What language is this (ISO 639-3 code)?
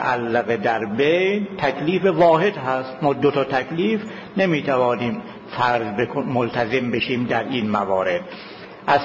fas